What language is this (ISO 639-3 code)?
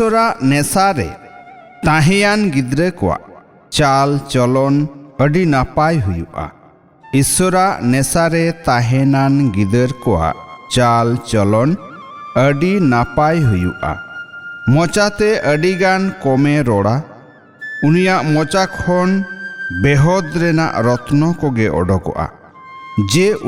sat